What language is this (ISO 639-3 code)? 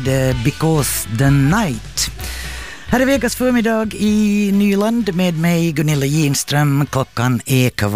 swe